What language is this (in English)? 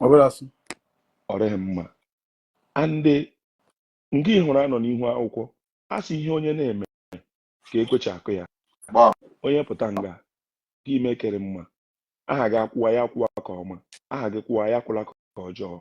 Igbo